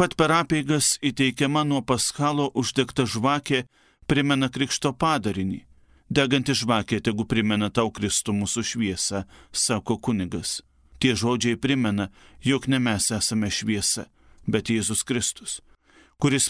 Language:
Lithuanian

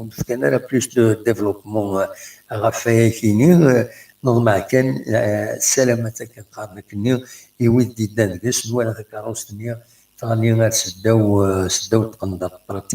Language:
Kabyle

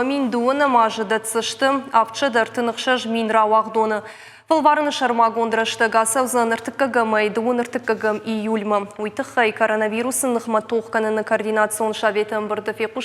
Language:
Ossetic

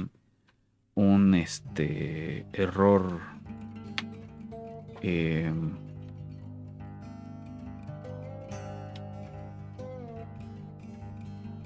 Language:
Spanish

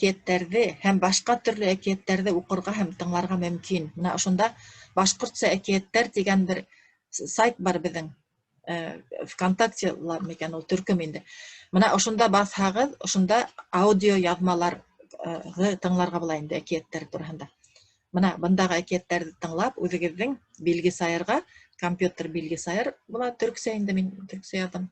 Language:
Bashkir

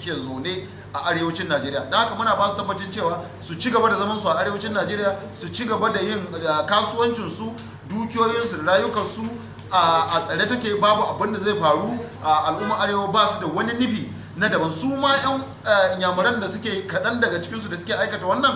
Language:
Hausa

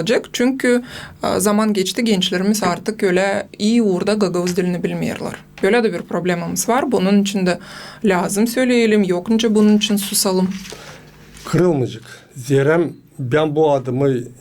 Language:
Gagauz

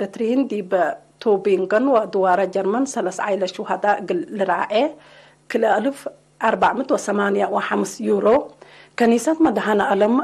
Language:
Tigre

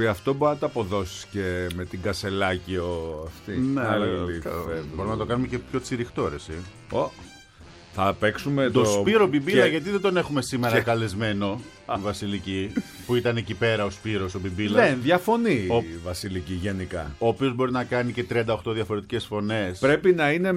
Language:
Greek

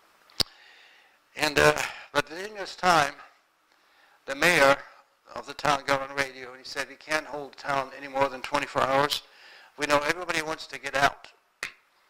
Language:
English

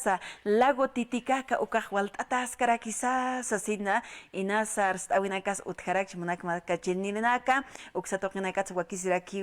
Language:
Aymara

